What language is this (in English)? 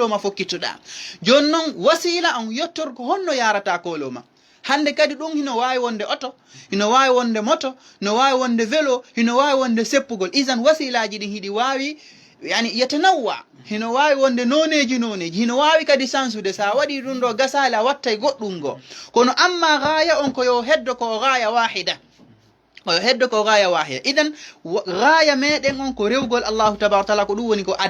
Fula